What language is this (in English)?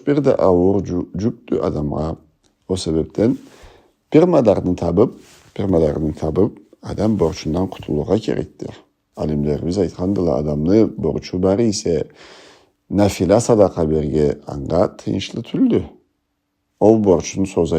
Karachay-Balkar